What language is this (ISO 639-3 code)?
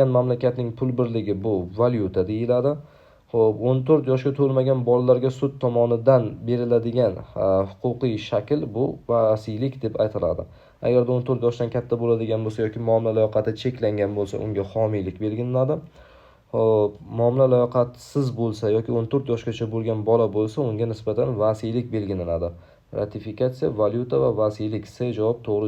uzb